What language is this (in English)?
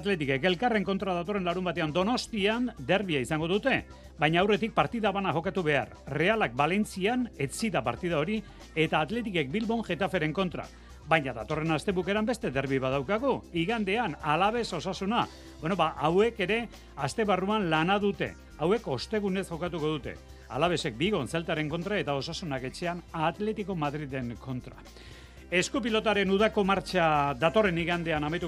Basque